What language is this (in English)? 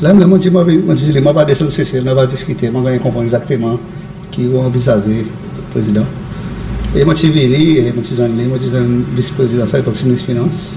Seselwa Creole French